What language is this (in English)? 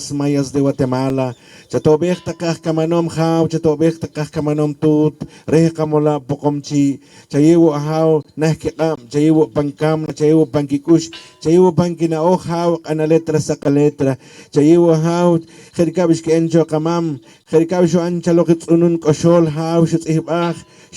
Poqomchi'